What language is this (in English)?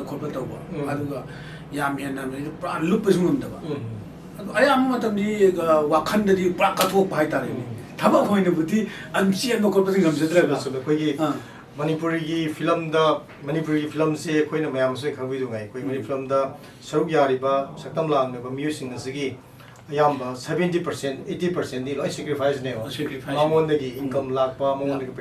Manipuri